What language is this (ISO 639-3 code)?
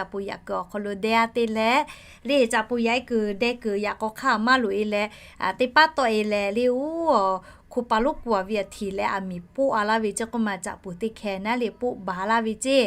lhu